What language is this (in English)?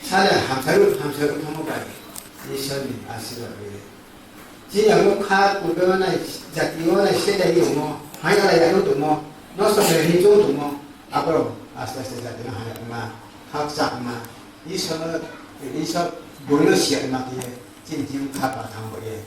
Riang (India)